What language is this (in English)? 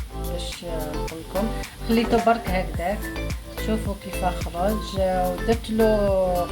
Algerian Arabic